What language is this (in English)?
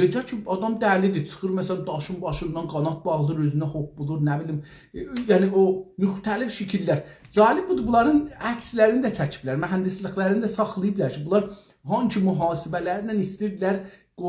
South Azerbaijani